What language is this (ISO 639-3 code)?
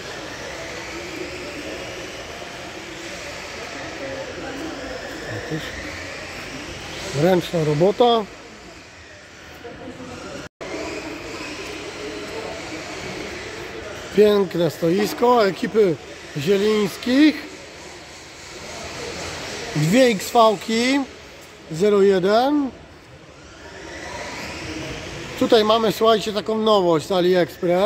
pol